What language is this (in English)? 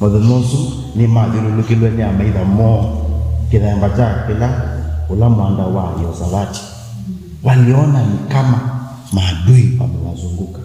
Kamba